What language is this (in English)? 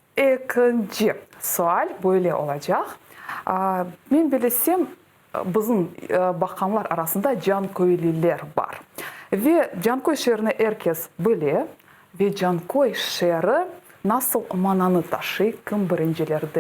Crimean Tatar